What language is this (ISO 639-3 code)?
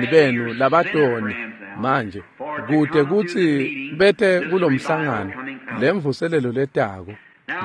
ssw